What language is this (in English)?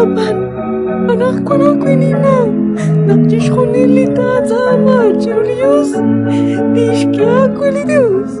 Kekchí